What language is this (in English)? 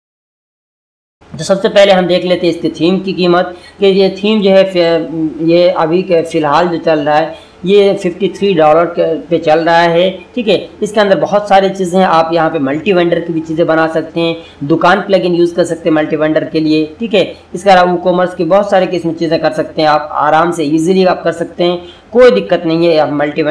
Hindi